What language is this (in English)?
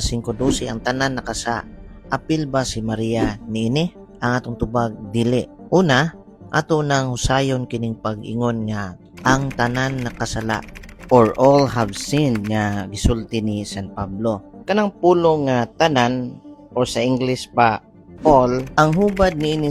Cebuano